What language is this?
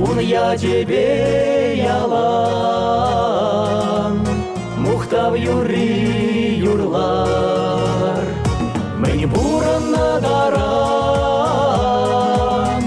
Chuvash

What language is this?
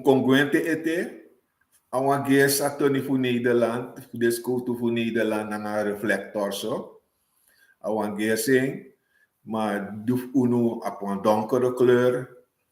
Sranan Tongo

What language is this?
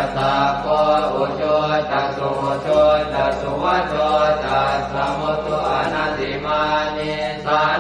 Pali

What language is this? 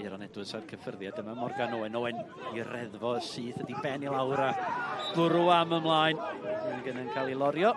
Welsh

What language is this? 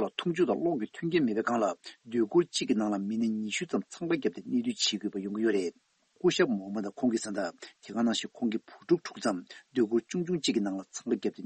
Tibetan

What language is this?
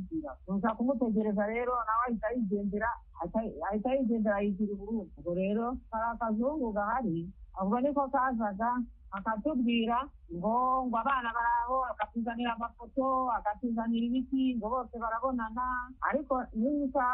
Kinyarwanda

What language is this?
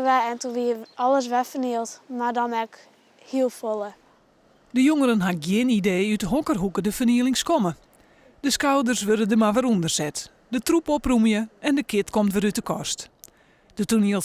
Western Frisian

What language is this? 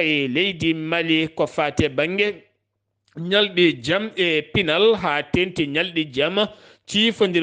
Fula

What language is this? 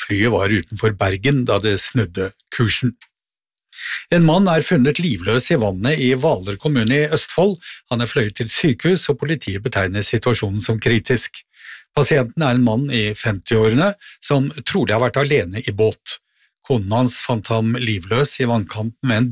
Norwegian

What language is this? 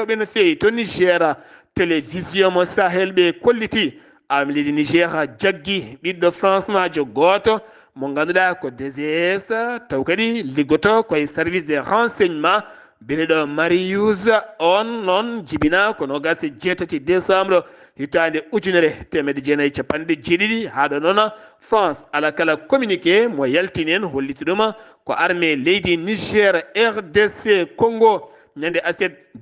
Fula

